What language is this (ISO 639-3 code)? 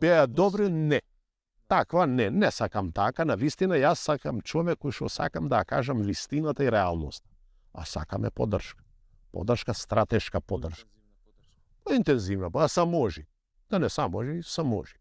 mkd